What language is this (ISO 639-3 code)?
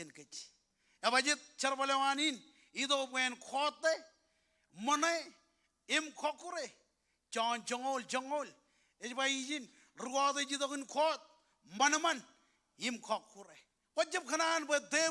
mah